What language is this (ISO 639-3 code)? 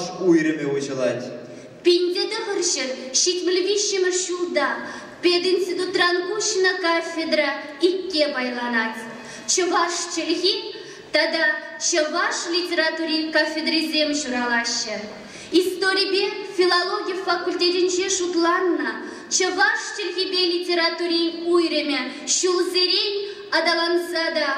chv